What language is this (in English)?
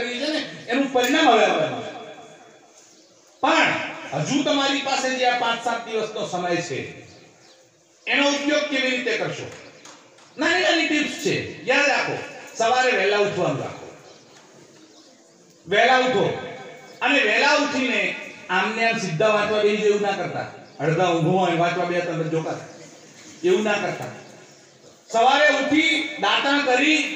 Gujarati